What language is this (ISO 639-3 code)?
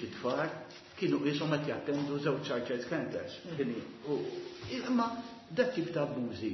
mlt